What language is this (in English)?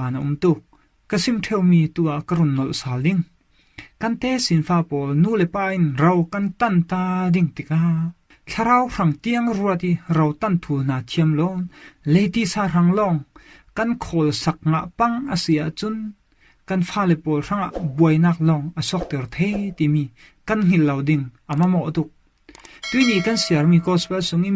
Falam Chin